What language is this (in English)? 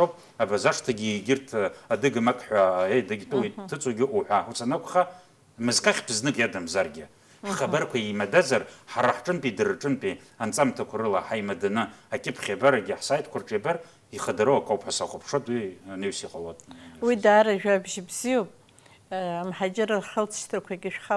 Abkhazian